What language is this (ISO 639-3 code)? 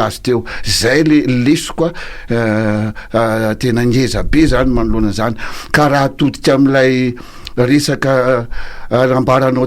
mlg